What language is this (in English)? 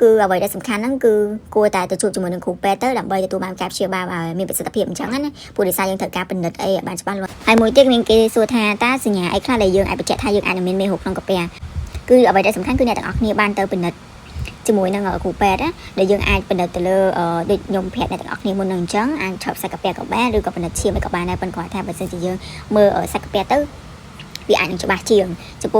Khmer